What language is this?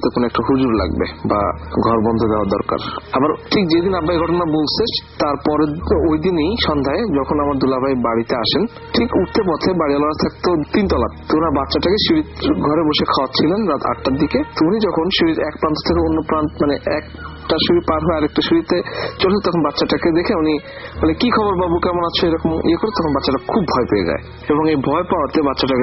Bangla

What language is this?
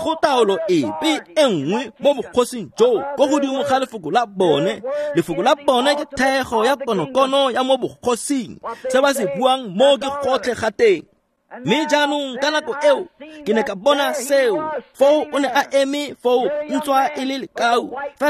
Tswana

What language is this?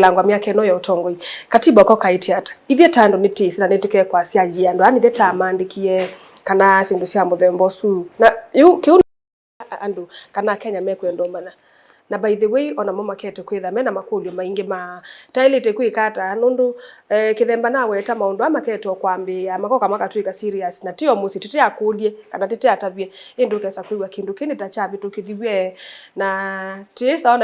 Kamba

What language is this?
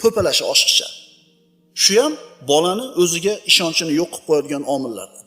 Uzbek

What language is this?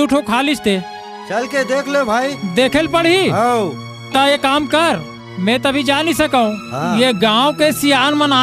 Chhattisgarhi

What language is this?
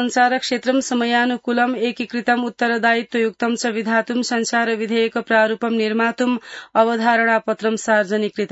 Sanskrit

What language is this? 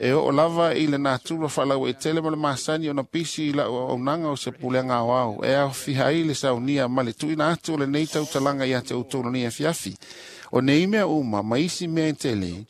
Samoan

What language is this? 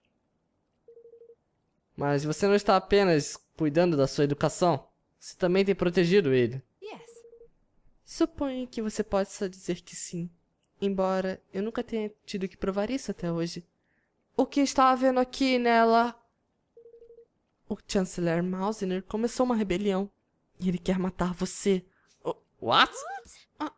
Portuguese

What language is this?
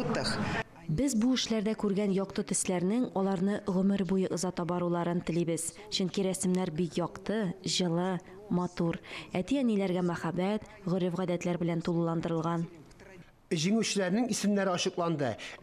Tatar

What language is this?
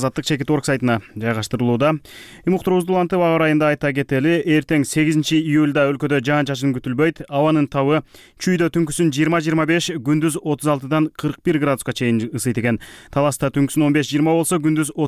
Kyrgyz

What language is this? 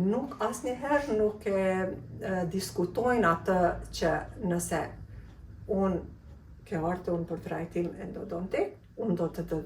Albanian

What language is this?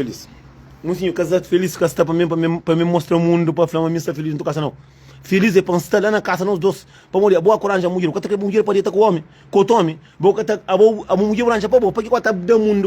Kabuverdianu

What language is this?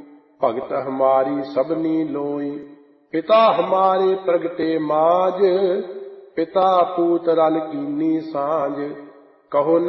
Punjabi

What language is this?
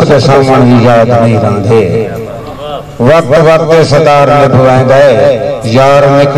Saraiki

